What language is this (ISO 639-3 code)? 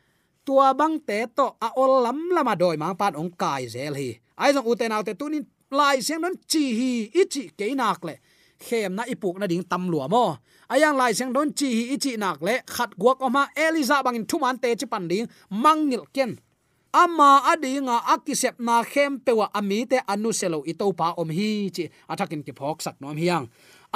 ctd